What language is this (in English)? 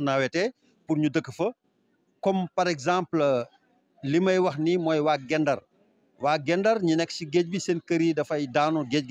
Wolof